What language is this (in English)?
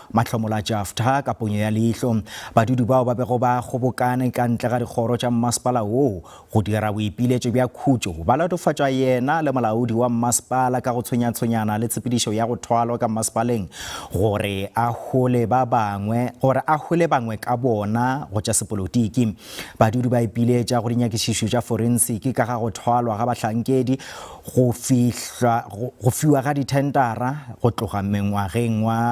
Northern Sotho